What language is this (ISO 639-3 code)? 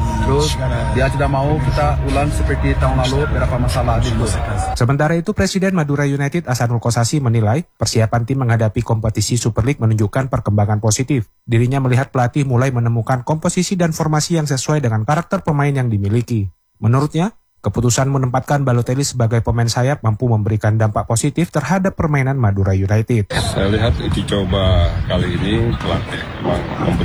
ind